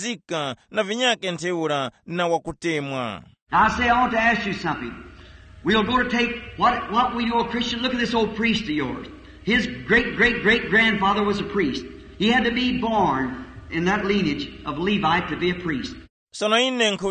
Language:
Tumbuka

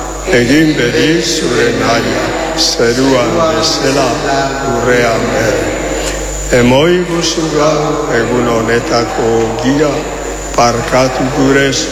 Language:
Basque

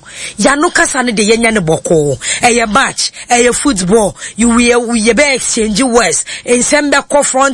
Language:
Akan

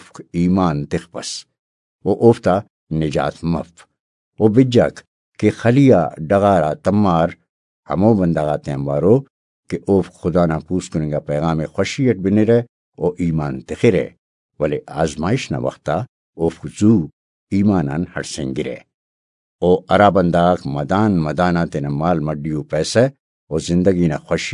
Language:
Brahui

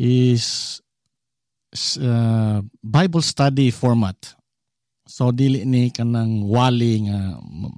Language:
Cebuano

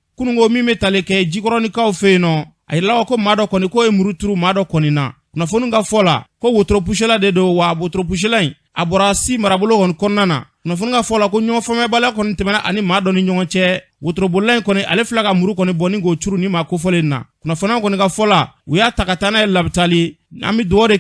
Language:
Bambara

